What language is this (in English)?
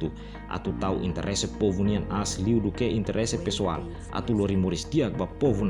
Tetum